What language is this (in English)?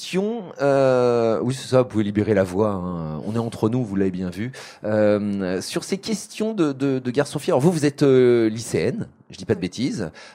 French